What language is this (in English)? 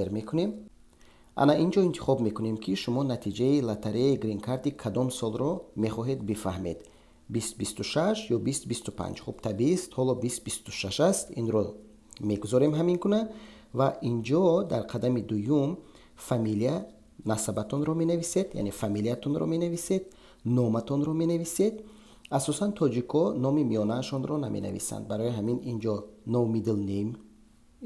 Tajik